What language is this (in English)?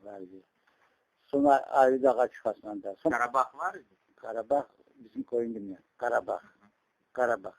Crimean Tatar